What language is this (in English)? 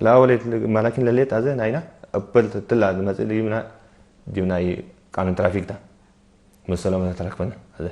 Tigre